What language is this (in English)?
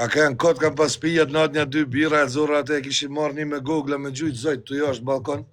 Albanian